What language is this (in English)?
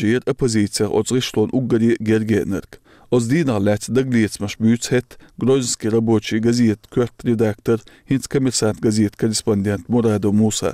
Chechen